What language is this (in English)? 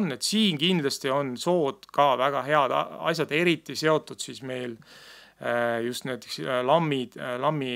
Estonian